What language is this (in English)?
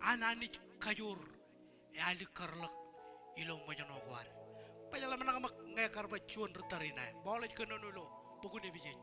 Marshallese